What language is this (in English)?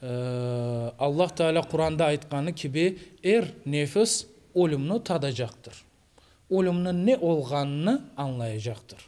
Crimean Tatar